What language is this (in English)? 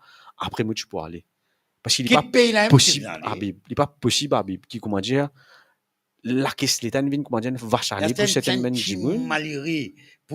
Morisyen